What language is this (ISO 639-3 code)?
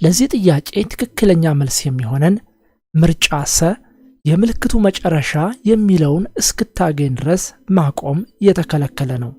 amh